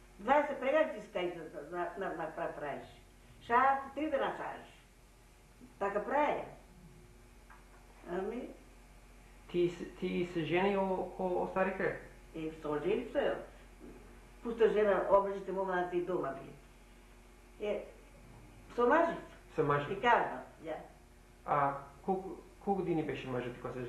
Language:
Bulgarian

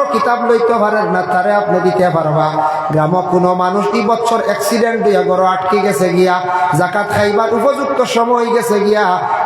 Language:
Sylheti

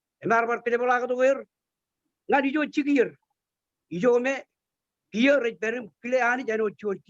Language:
Marshallese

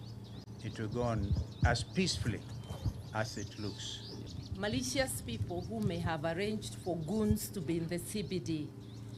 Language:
Gusii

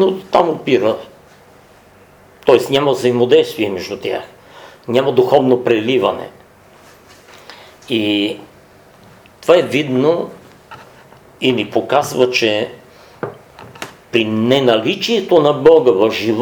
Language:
Bulgarian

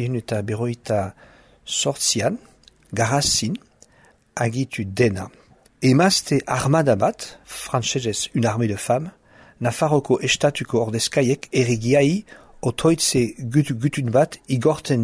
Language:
Basque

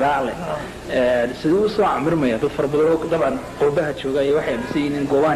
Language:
Somali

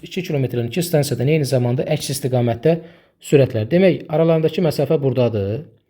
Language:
Azerbaijani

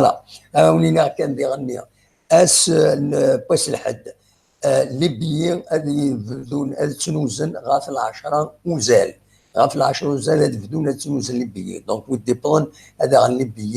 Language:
Kabyle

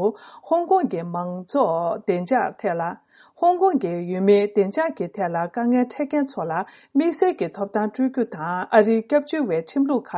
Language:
Tibetan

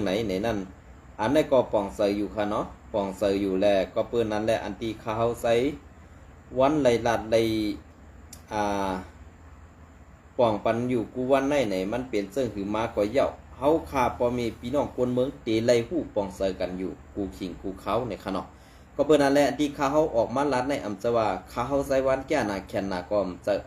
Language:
Shan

